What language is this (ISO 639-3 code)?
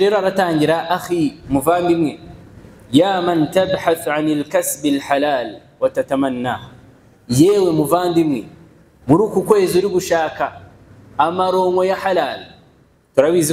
kin